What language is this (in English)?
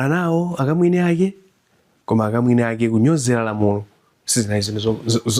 Nyanja